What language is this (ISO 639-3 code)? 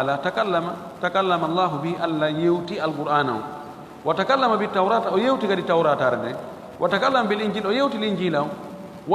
ful